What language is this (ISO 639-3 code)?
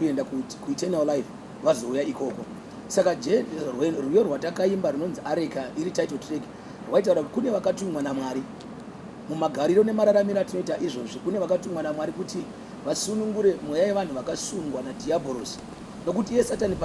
sna